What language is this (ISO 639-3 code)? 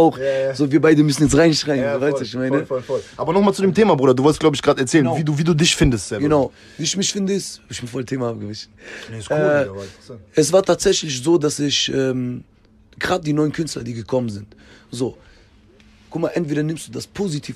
deu